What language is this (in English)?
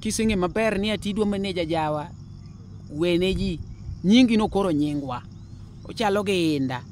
Luo (Kenya and Tanzania)